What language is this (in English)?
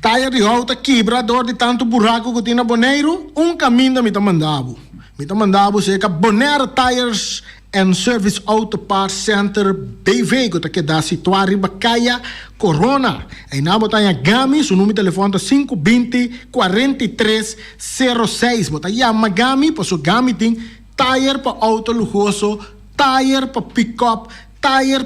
Papiamento